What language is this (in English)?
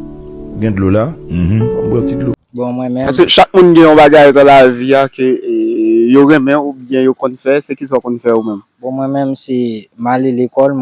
Haitian Creole